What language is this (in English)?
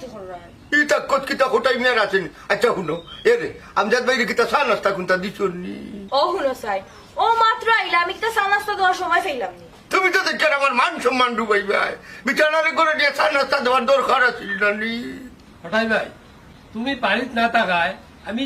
Sylheti